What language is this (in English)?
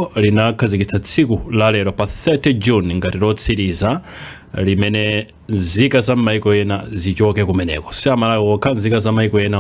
Nyanja